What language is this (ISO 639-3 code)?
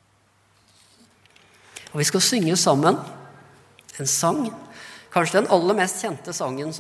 nor